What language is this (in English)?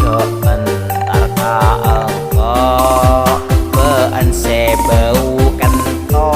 Madurese